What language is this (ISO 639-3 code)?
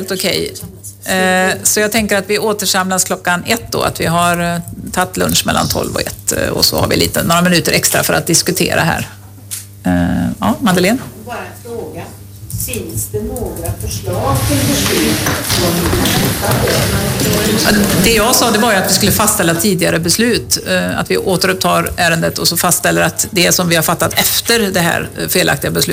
swe